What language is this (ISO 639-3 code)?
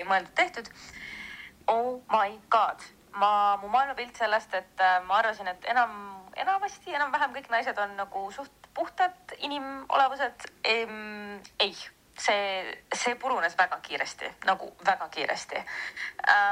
est